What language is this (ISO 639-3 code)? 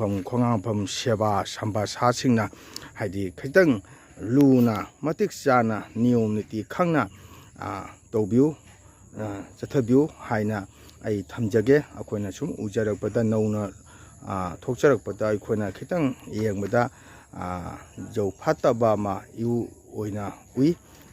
mni